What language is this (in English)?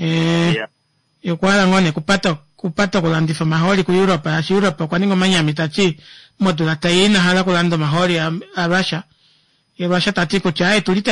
Kuanyama